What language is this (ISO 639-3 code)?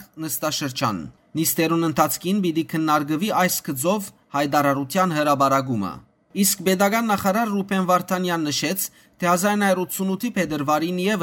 hyw